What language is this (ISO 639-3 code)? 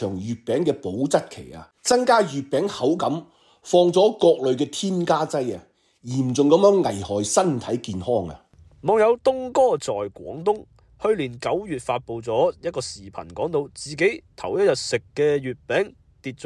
yue